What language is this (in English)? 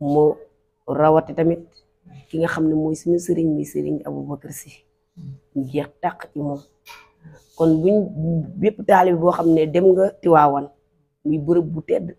Wolof